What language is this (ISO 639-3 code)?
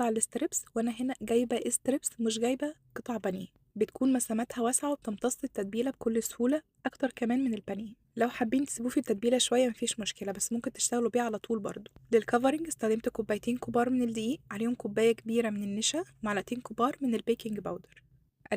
arz